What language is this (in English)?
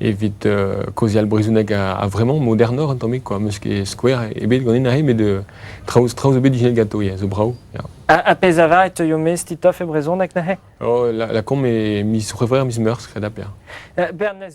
Breton